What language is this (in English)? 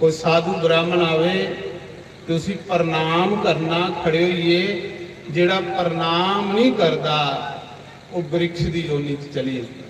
Dogri